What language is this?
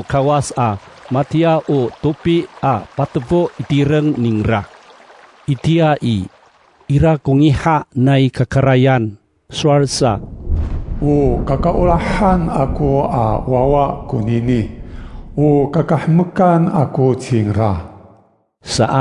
Amis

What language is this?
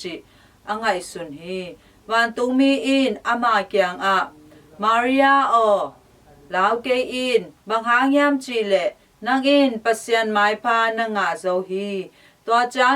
Tedim Chin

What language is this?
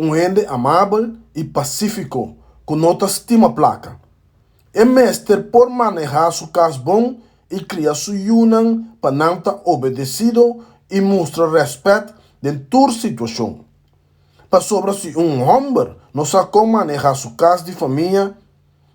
Papiamento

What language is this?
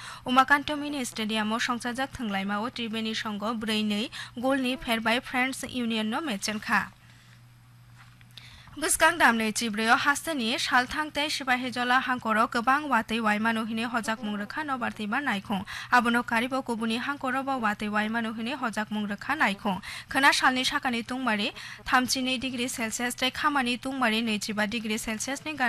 Bangla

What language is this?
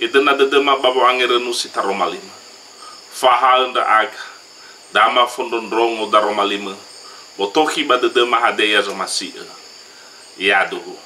Nias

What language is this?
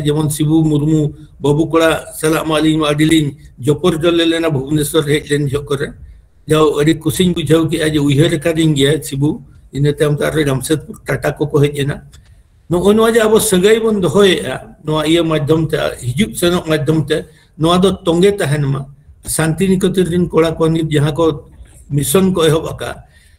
Santali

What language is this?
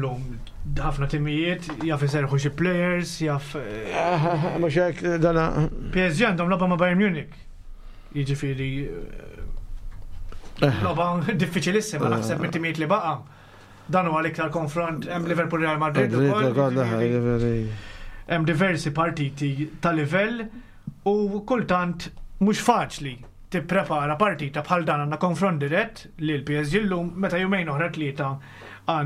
Maltese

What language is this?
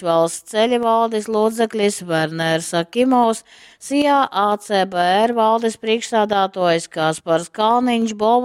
Latgalian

